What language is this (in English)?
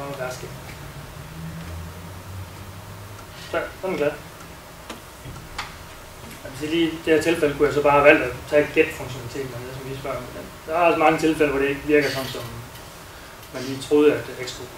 Danish